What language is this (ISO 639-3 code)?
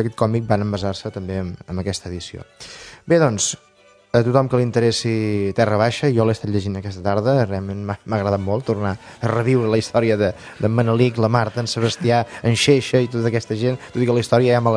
cat